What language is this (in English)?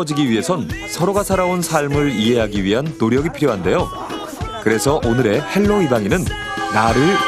Korean